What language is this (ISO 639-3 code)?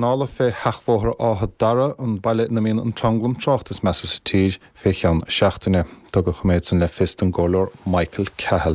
gle